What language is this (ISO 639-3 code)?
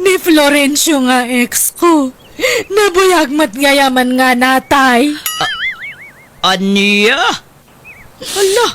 ilo